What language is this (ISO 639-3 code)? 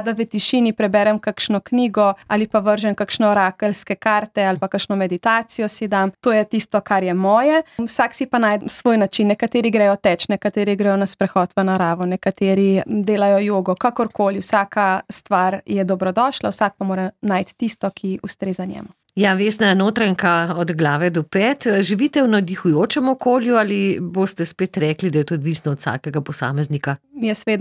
slv